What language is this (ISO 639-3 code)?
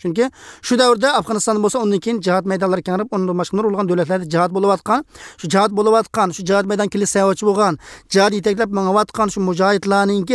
uig